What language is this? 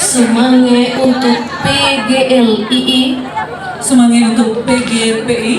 Nias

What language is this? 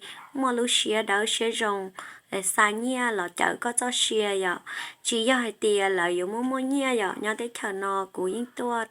Hmong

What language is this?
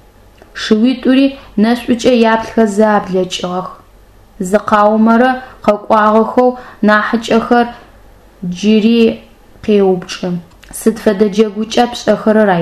Adyghe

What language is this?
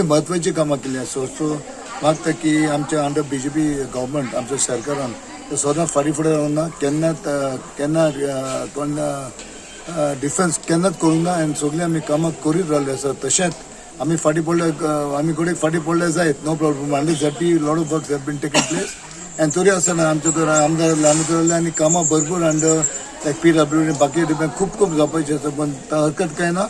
Konkani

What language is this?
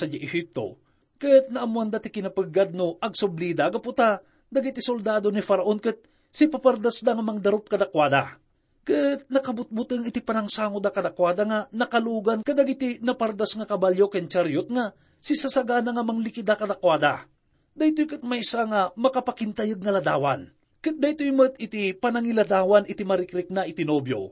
Iloko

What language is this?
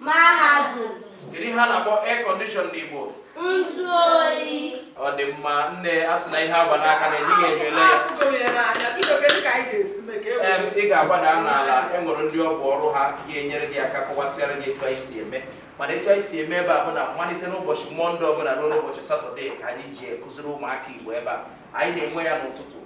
Igbo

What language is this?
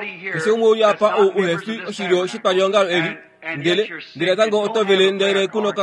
Kuanyama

